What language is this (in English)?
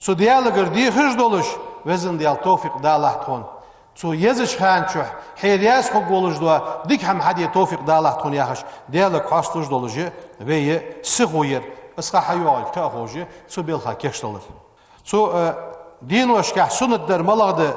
Ingush